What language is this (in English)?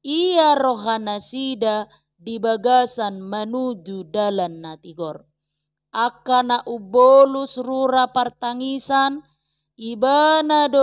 Batak Toba